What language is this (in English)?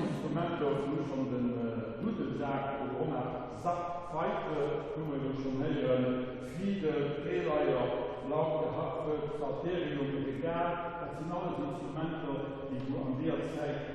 Luxembourgish